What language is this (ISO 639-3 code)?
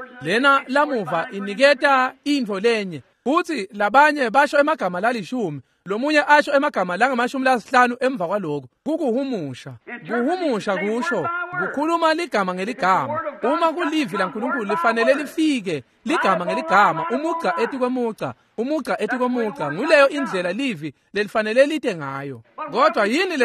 ssw